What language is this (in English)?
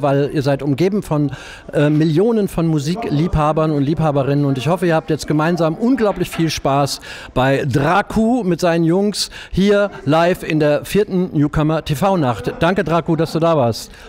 German